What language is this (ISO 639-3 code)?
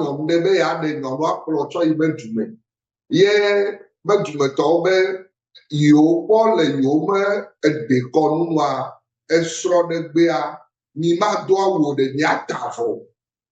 ewe